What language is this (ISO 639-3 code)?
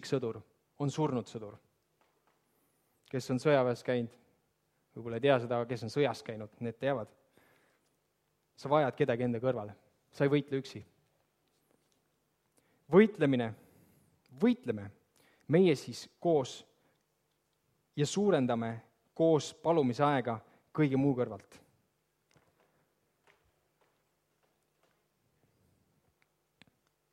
est